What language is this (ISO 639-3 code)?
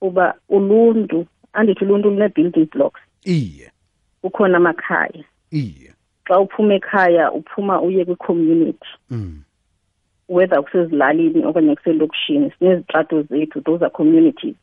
xho